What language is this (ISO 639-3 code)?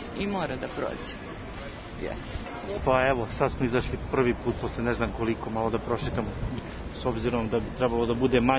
srp